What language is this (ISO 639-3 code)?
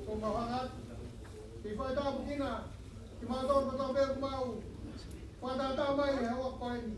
ton